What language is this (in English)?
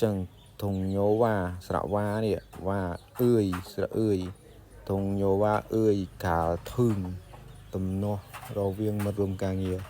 Khmer